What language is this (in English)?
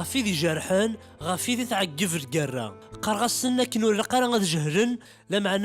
Kabyle